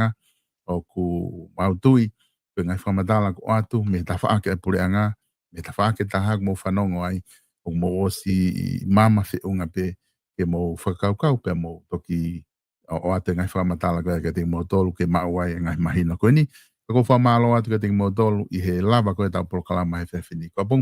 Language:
Tongan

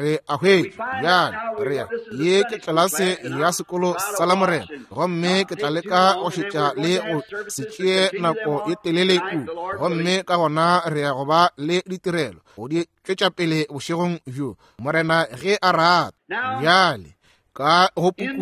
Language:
Northern Sotho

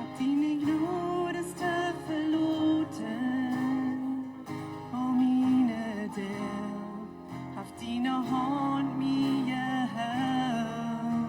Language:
Plautdietsch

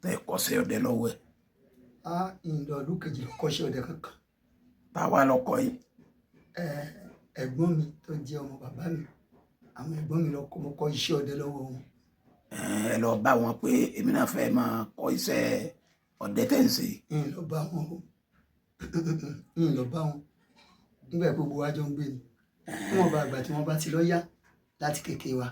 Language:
Yoruba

